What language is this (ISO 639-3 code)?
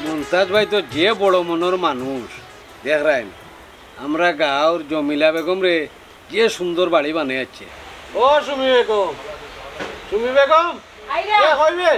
syl